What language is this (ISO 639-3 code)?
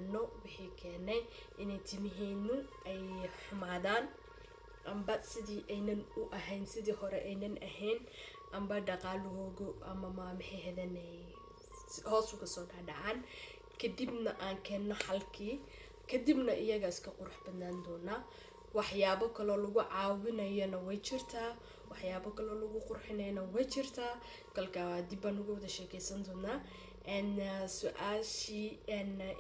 som